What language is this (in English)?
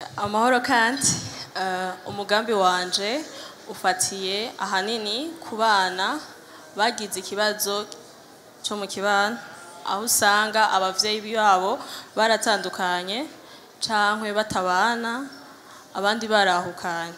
Rundi